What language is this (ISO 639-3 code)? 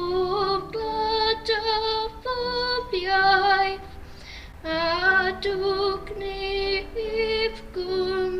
cym